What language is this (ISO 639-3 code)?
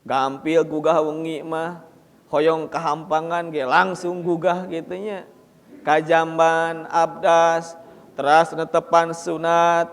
sun